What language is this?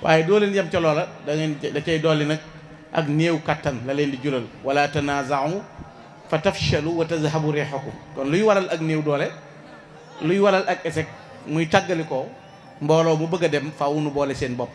Wolof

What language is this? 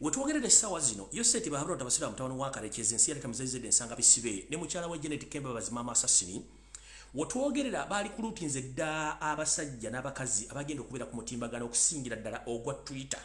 Ganda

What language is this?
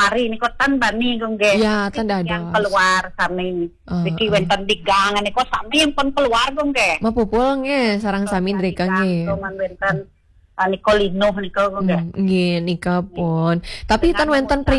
Balinese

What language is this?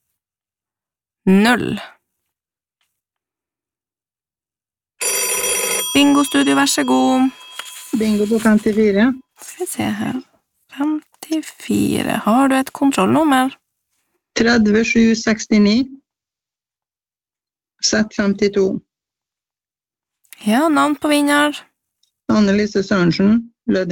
Norwegian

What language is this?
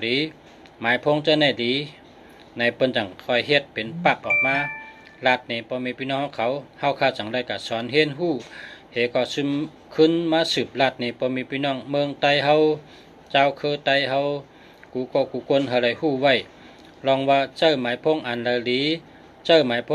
Shan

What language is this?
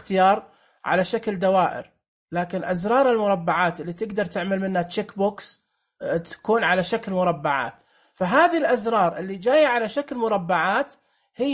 Najdi Arabic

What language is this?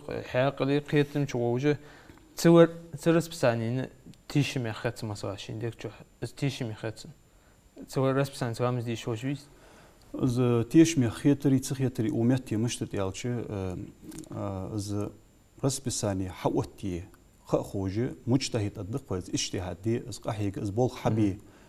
Ingush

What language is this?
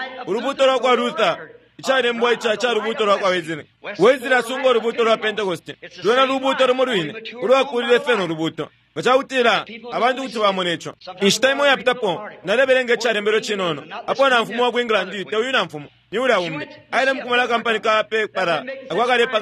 Bemba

